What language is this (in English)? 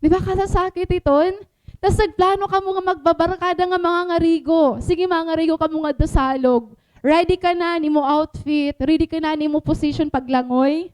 Waray